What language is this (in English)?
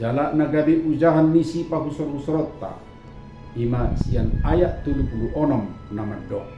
Batak Toba